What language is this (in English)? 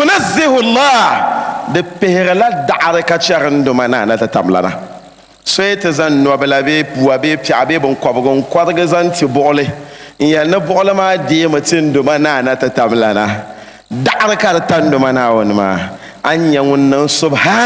Dagbani